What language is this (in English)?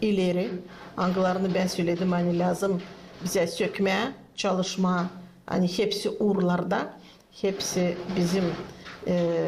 Gagauz